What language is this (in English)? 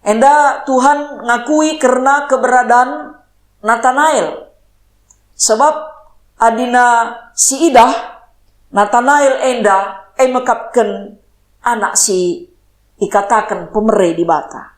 Batak Karo